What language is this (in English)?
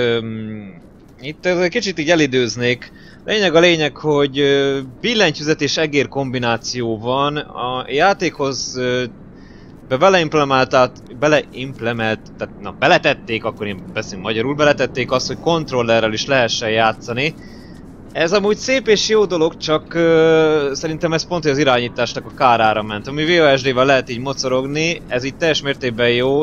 Hungarian